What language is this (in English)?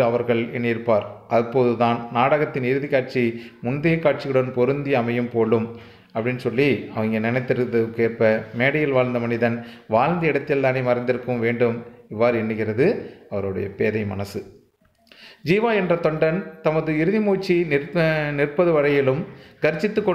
Tamil